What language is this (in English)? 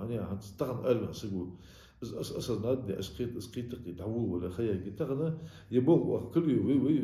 Ingush